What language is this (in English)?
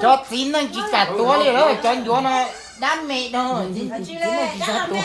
Hmong